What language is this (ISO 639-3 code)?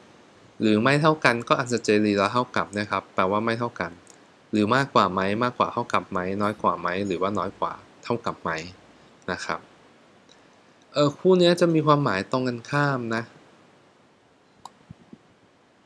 tha